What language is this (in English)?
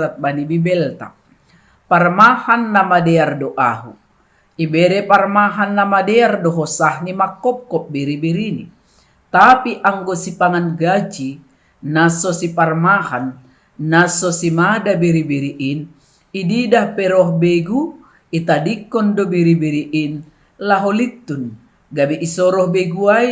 Batak Simalungun